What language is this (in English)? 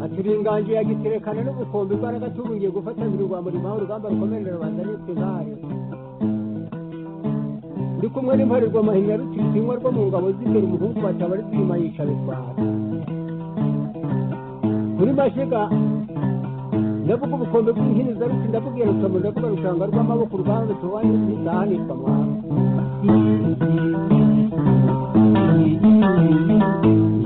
Kinyarwanda